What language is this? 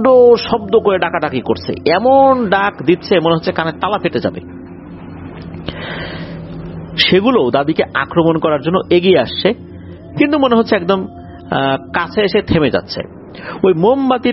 Bangla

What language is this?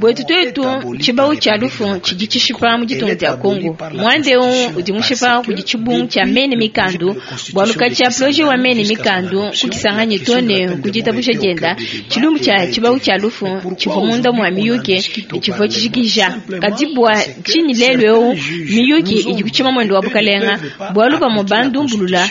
Luba-Lulua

